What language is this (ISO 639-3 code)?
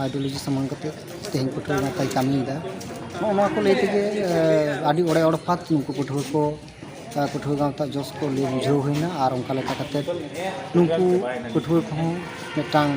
sat